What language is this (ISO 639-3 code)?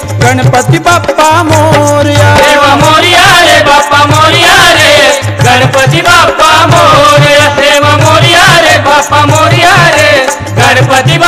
mar